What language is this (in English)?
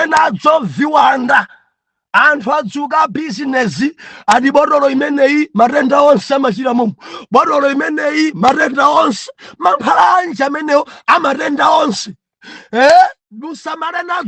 Nyanja